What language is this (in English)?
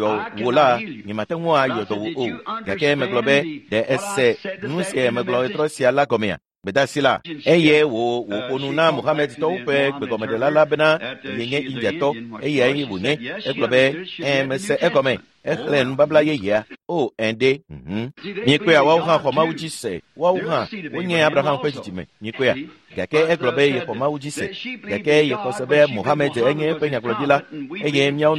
Ewe